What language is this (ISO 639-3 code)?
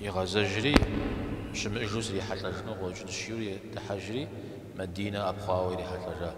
kbd